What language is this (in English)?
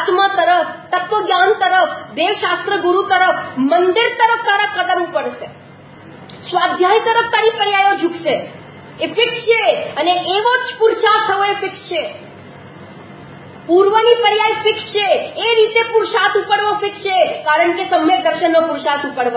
Gujarati